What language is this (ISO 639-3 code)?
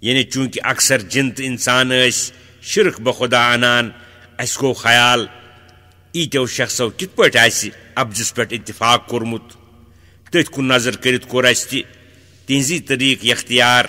kas